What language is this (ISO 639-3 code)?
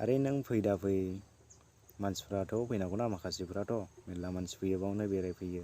brx